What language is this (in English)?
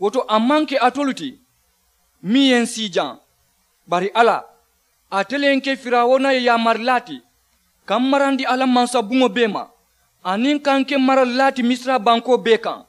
Mandingo